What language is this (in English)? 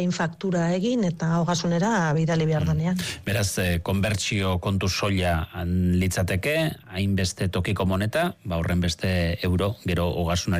Basque